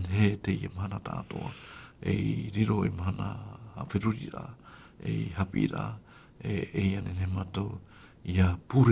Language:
Tahitian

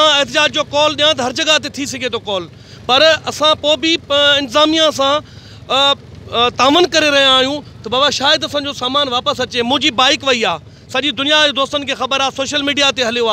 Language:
Sindhi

